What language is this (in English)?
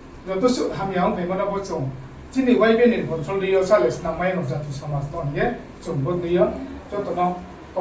Riang (India)